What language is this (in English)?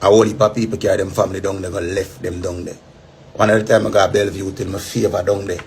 Jamaican Creole English